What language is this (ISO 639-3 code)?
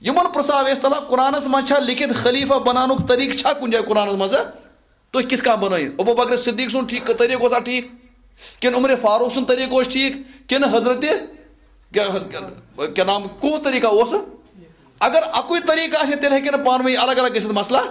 kas